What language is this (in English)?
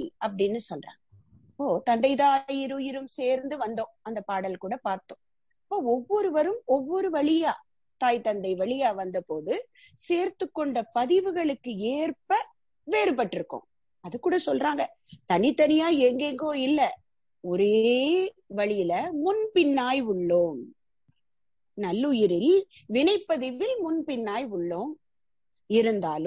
Tamil